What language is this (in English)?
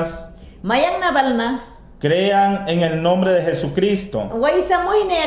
Mayangna